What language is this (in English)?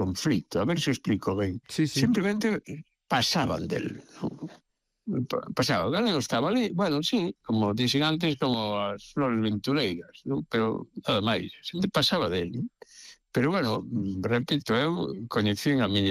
Galician